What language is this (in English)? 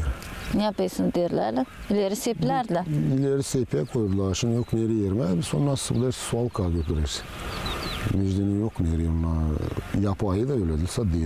Gagauz